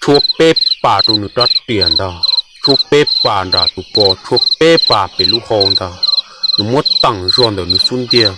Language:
Hmong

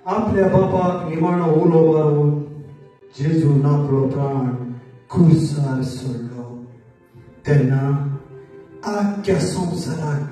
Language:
Konkani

